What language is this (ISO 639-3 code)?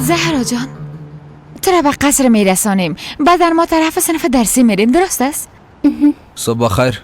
fas